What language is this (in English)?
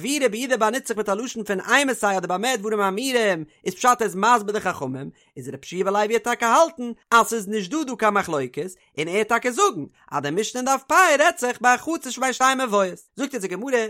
Yiddish